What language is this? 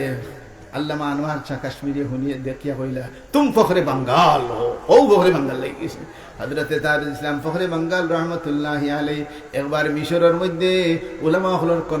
Sylheti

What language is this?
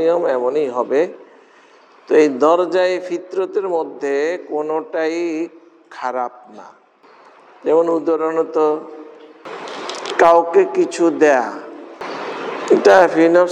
Bangla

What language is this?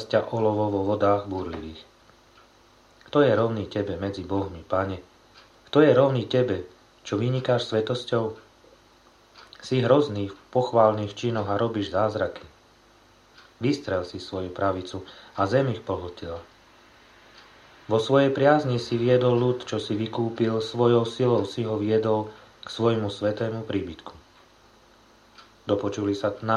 Slovak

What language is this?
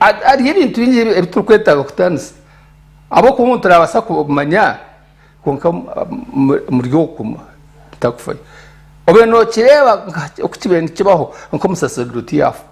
Nyankole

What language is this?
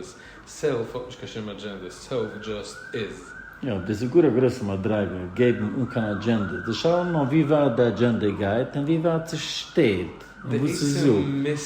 Yiddish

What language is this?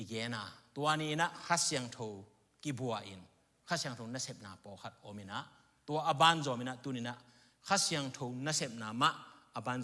Tedim Chin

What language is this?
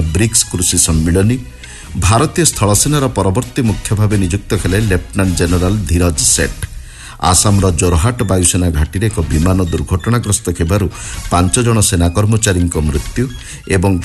Odia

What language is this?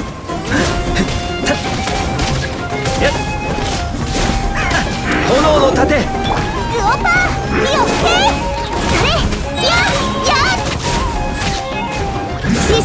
Japanese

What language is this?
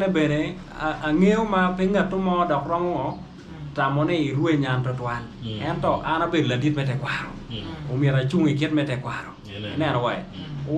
Acoli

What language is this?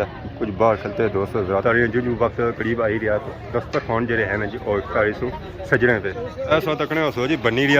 Pahari-Potwari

